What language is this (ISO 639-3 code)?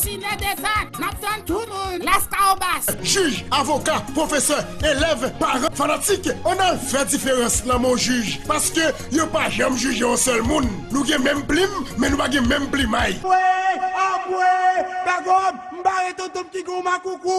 hat